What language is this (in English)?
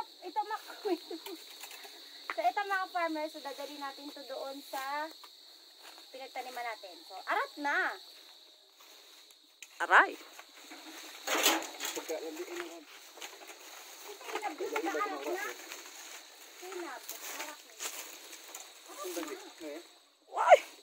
Filipino